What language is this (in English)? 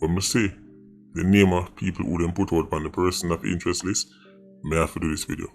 Jamaican Creole English